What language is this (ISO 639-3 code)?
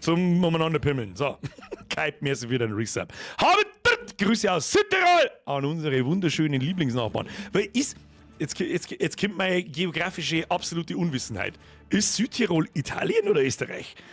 bar